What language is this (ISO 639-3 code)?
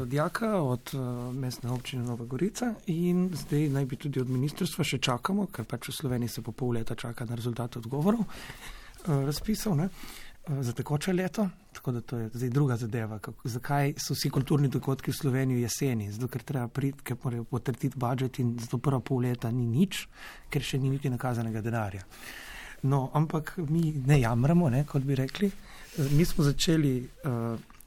slv